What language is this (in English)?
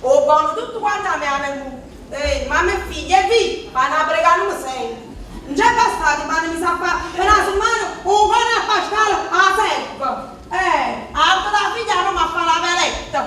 Neapolitan